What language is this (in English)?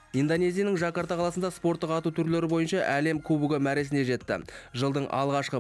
Kazakh